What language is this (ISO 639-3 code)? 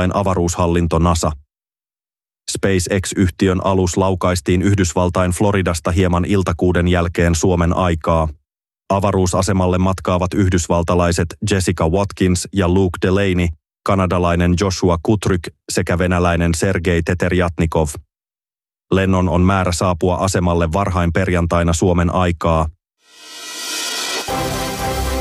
fin